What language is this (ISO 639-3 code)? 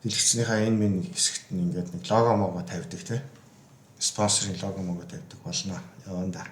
mon